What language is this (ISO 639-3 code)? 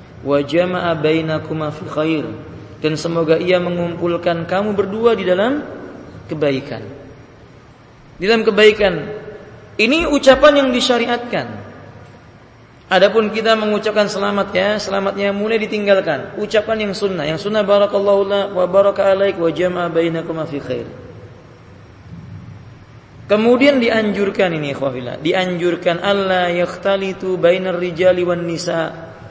ind